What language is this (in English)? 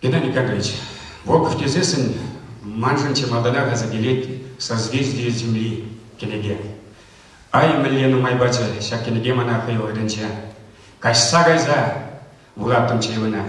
Chuvash